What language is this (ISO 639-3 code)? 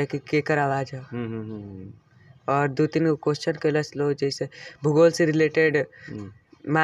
bho